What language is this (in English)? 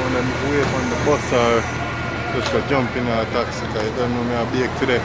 Jamaican Creole English